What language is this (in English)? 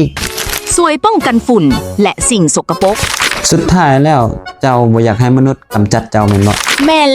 Lao